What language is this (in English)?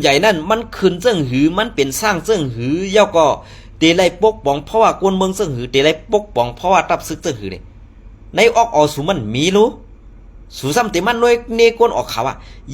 Shan